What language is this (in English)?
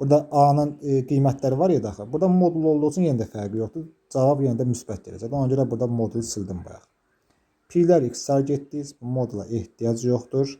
Azerbaijani